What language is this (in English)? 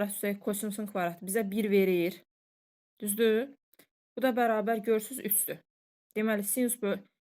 Azerbaijani